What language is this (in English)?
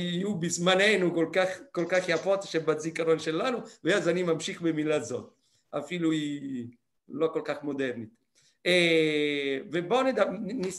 Hebrew